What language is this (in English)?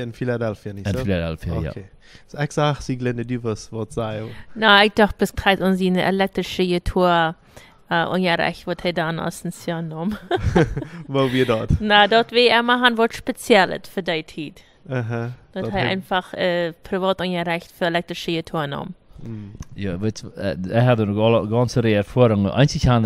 Plautdietsch